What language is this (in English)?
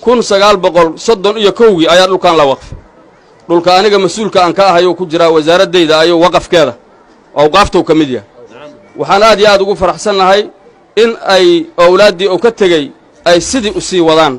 Somali